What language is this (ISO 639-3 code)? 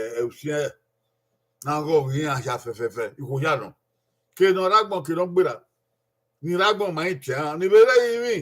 bin